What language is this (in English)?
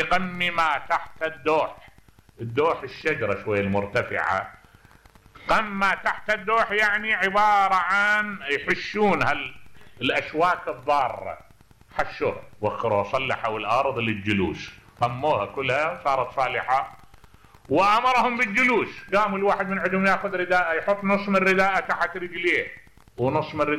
Mesopotamian Arabic